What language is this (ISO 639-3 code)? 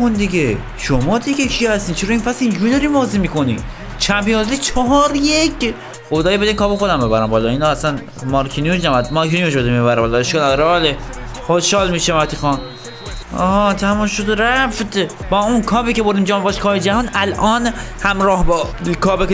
fas